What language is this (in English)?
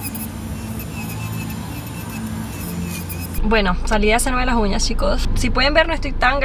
Spanish